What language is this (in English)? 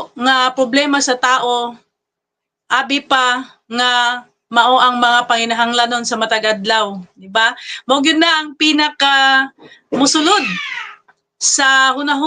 Cebuano